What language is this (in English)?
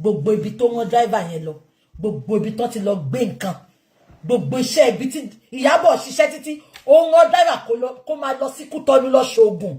Yoruba